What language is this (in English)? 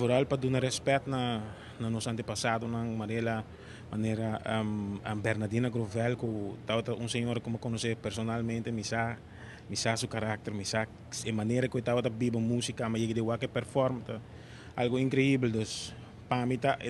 Papiamento